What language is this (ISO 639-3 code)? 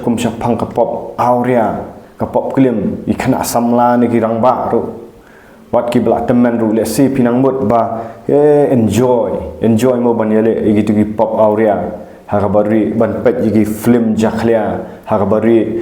kha